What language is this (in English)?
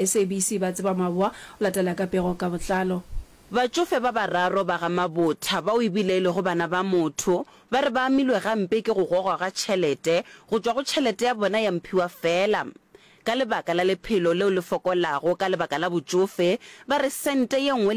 Northern Sotho